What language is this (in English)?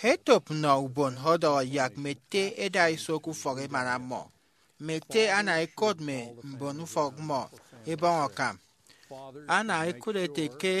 Efik